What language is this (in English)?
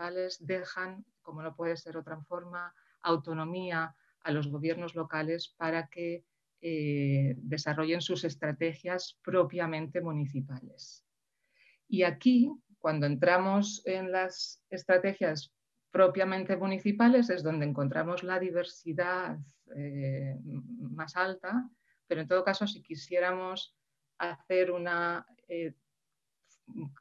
Spanish